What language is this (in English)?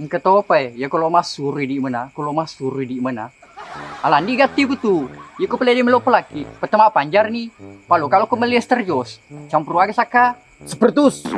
Buginese